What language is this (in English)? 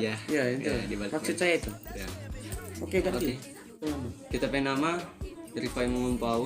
Manado Malay